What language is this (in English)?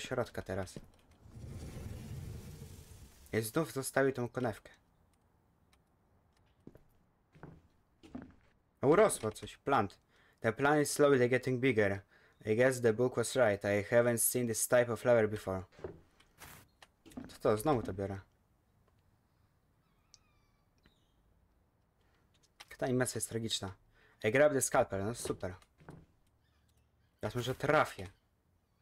Polish